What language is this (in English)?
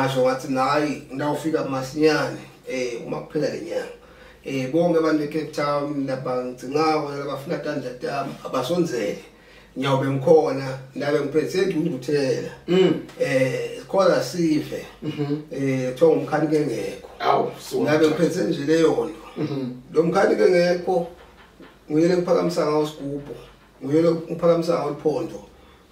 Zulu